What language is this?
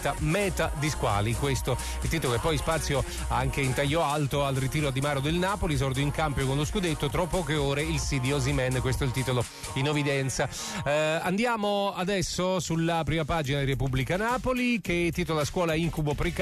Italian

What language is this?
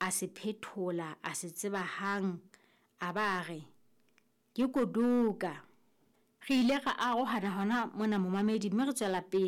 Southern Sotho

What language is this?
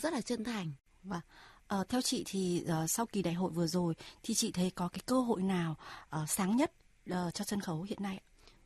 Vietnamese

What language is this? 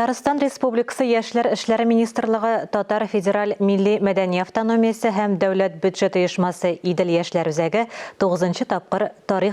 Tatar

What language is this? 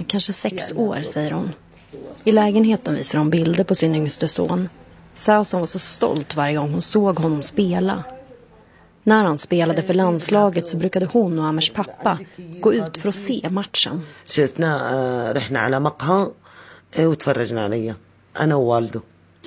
Swedish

